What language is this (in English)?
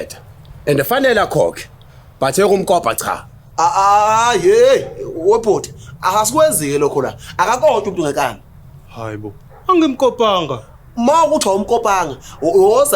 Zulu